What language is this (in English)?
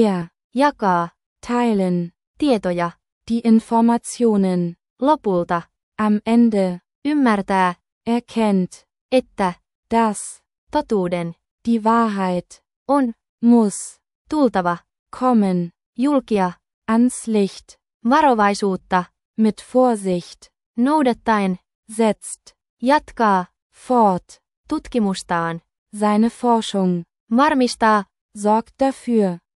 Finnish